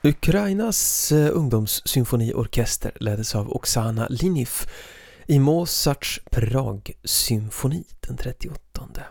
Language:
Swedish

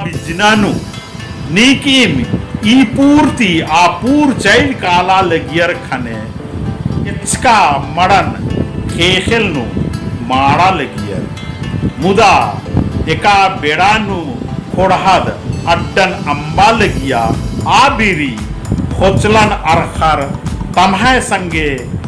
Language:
Kurukh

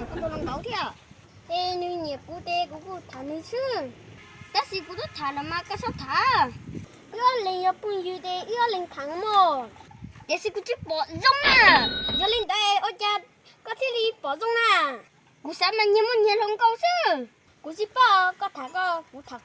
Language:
Hmong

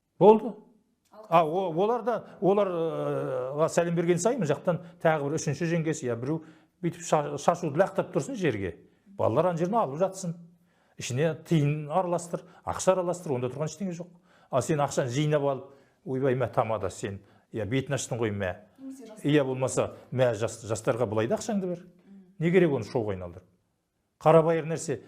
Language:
Kazakh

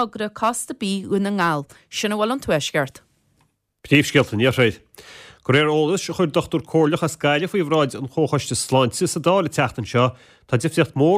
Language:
Irish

